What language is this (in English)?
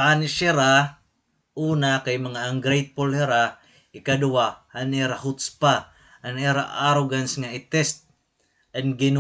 Waray